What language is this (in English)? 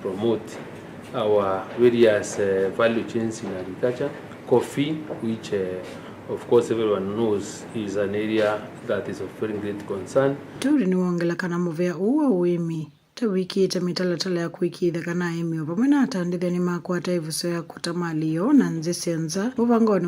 Kamba